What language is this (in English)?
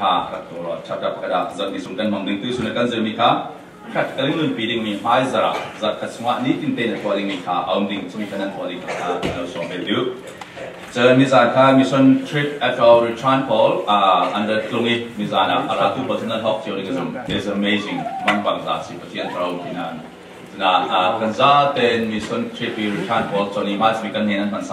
Falam Chin